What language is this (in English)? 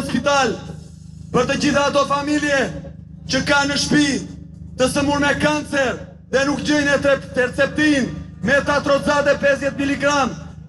Albanian